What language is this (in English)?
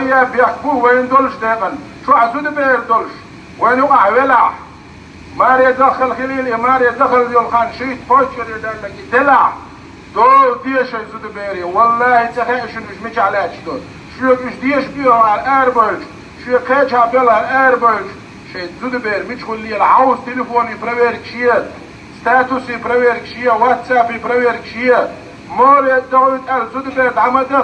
Chechen